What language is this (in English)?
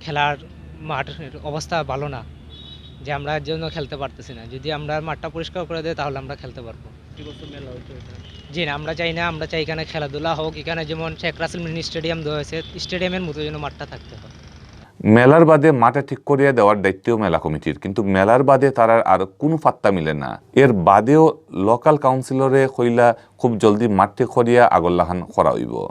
Sylheti